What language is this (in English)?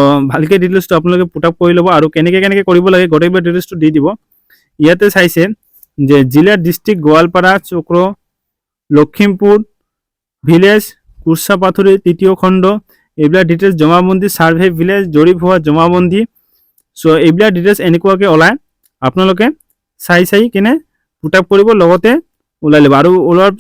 Assamese